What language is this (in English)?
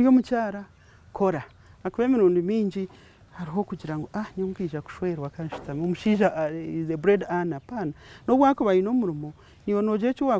Nyankole